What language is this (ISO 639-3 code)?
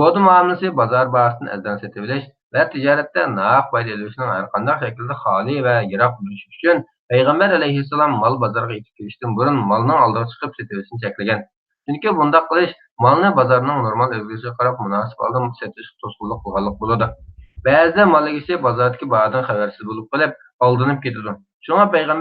uig